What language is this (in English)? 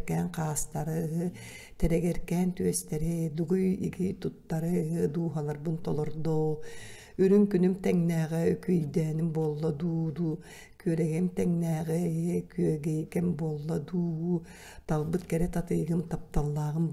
Yakut